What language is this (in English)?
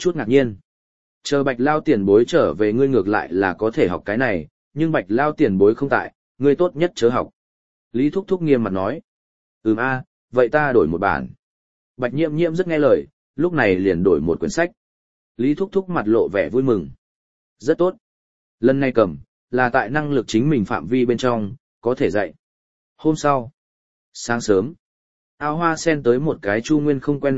Vietnamese